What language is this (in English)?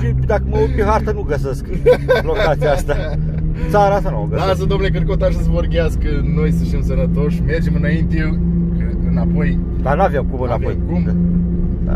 Romanian